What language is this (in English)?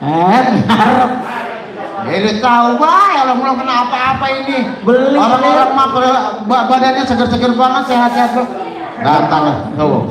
Betawi